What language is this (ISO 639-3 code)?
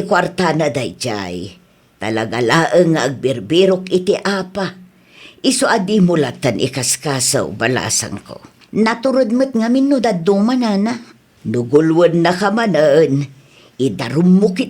ilo